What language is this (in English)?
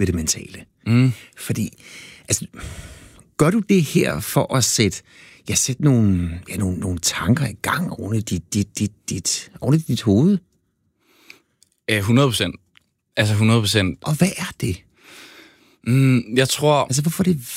Danish